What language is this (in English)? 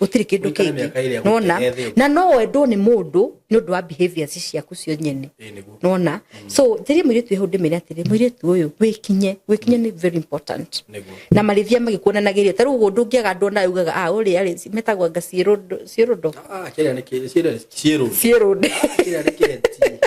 Kikuyu